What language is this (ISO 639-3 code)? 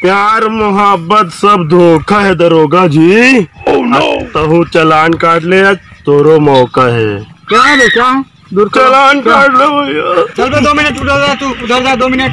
hne